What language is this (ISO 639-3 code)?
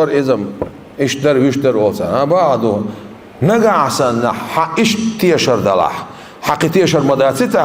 che